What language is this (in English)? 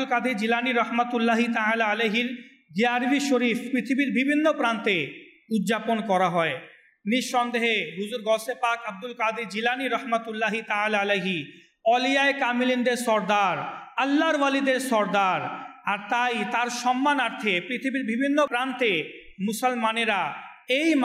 Bangla